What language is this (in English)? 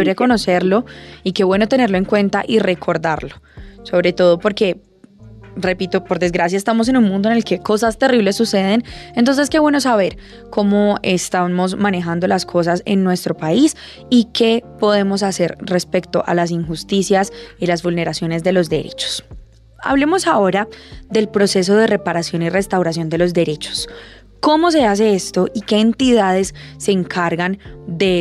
Spanish